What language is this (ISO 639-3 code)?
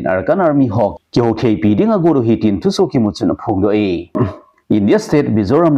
tcz